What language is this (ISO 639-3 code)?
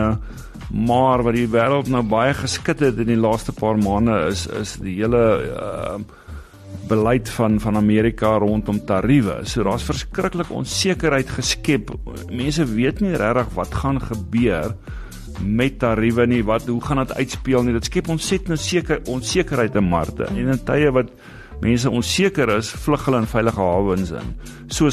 afr